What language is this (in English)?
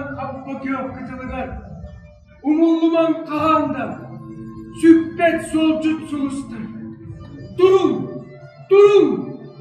Yakut